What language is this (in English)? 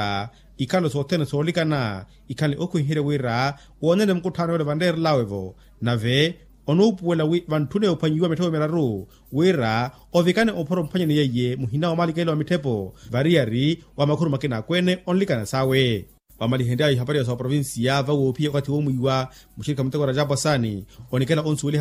Makhuwa